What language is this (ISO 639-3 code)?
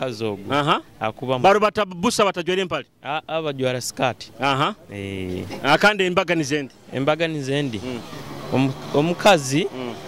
nyo